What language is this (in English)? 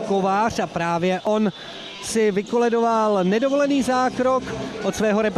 Czech